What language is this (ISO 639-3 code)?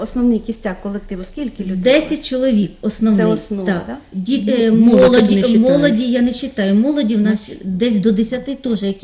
ukr